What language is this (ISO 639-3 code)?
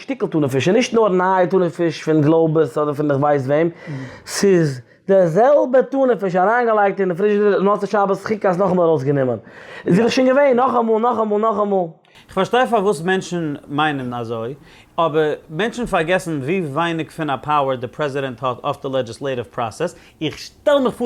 yid